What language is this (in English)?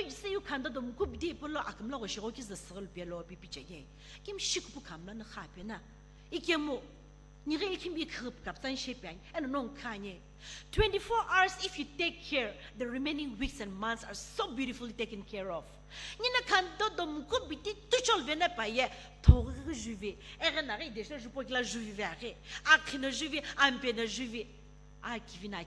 Sumi Naga